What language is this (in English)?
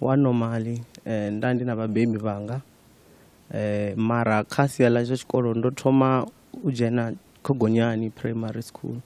Venda